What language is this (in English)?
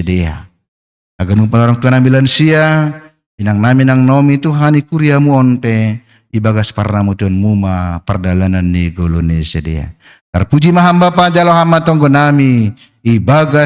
Batak Simalungun